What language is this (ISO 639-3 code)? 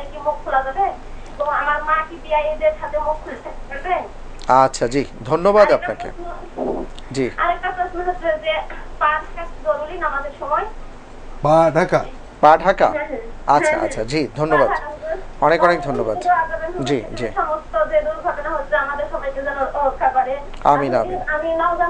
ben